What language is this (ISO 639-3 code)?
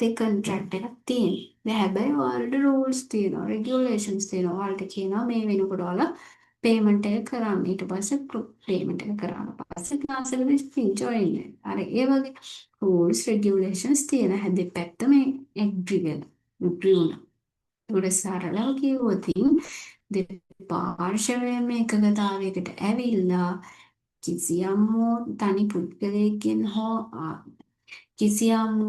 sin